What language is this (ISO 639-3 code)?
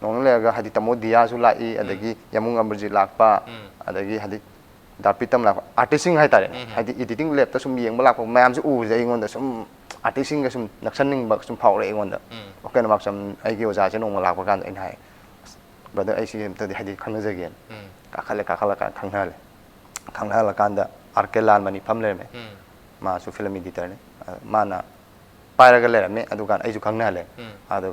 mni